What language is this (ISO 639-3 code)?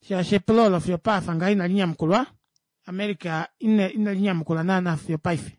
kua